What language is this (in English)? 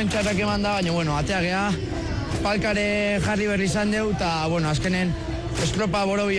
Basque